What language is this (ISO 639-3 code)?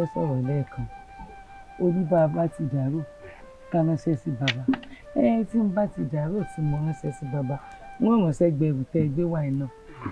yor